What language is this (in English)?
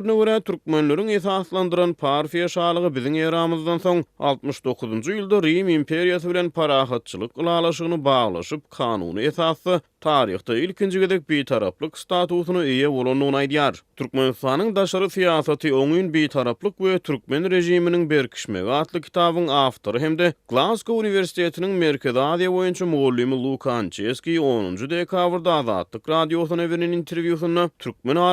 Turkmen